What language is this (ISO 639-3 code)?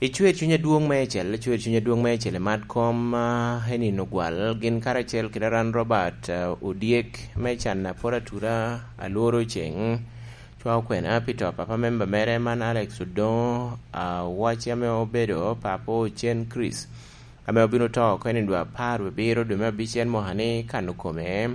laj